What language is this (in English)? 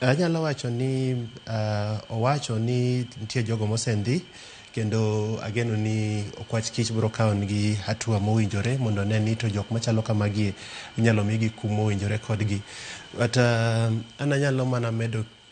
Luo (Kenya and Tanzania)